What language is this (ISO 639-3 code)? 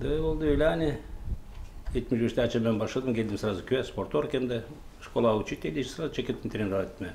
gag